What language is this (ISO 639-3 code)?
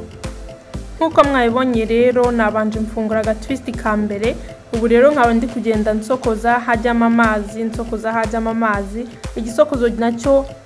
kin